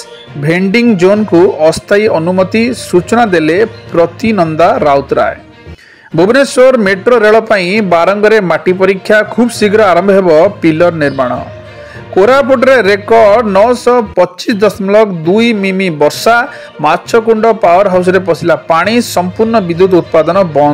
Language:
Odia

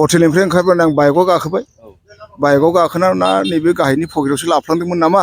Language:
Bodo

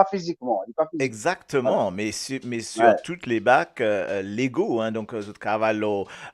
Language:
Morisyen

